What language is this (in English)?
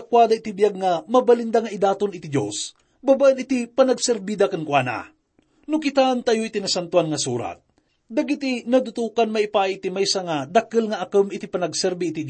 Iloko